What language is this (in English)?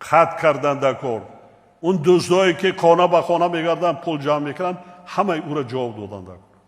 Tajik